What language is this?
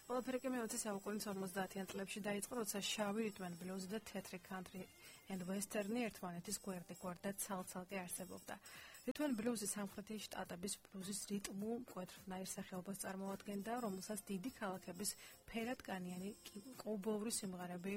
Georgian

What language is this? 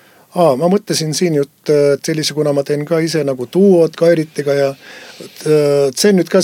Estonian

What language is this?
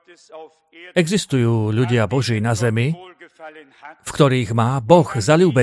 Slovak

